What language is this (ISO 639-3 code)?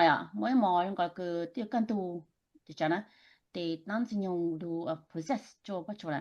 hmn